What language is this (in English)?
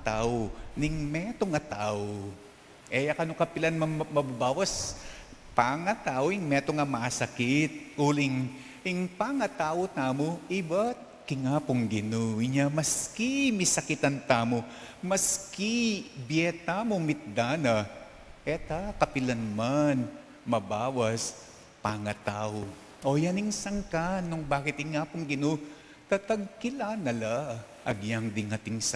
Pampanga